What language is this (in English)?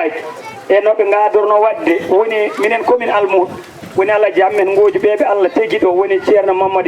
Fula